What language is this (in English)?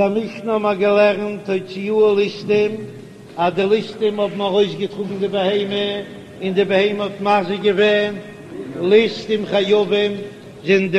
Yiddish